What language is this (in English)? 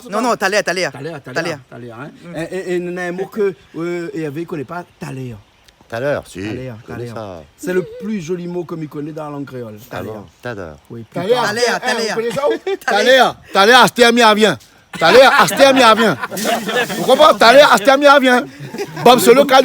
Réunion Creole French